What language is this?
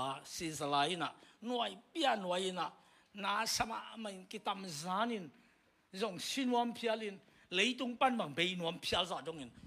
Tedim Chin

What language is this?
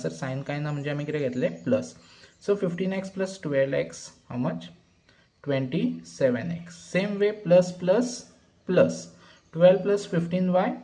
Konkani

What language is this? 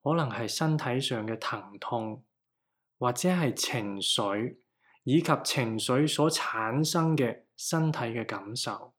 Cantonese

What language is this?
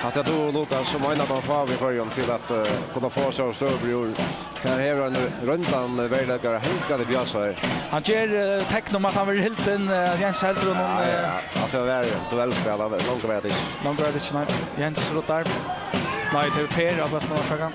Faroese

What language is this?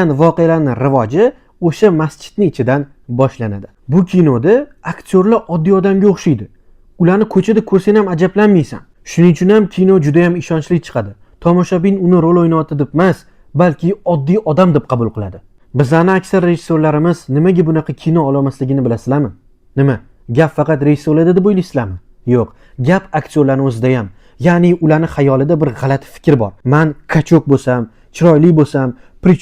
Uzbek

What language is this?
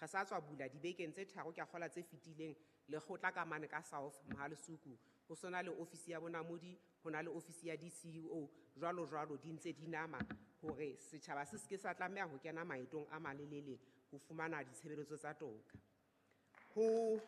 Southern Sotho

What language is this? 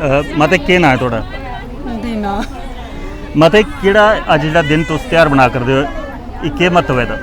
Dogri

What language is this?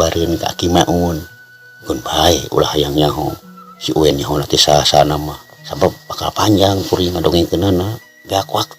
Sundanese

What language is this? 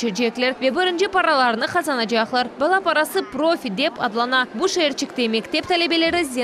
Crimean Tatar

